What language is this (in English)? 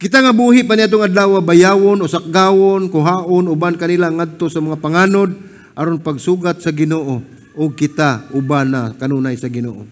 Cebuano